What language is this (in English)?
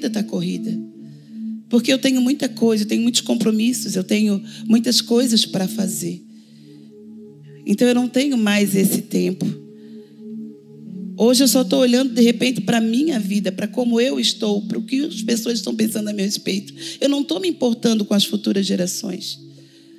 Portuguese